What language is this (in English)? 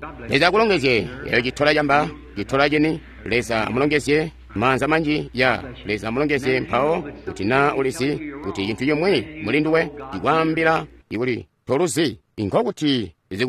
Tonga (Zambia)